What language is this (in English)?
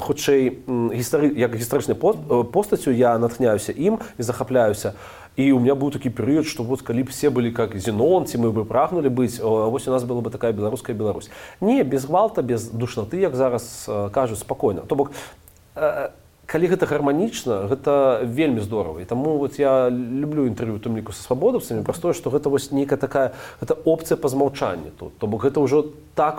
Belarusian